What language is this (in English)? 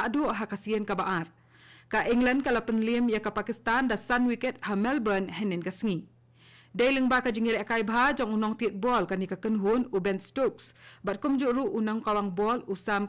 Khasi